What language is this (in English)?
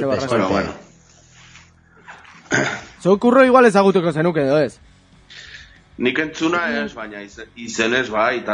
Basque